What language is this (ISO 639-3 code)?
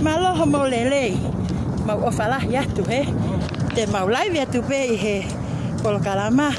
ton